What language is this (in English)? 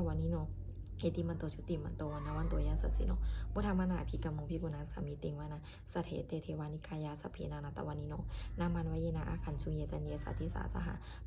Pali